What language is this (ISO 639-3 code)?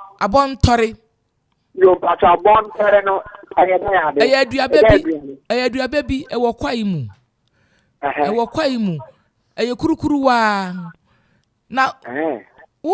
aka